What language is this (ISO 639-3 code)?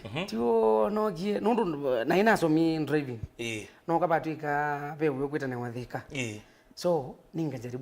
kam